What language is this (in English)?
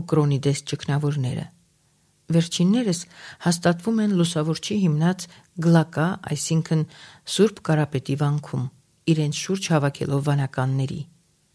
Armenian